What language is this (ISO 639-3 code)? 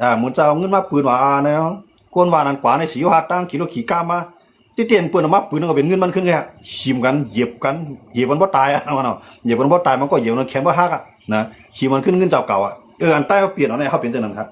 shn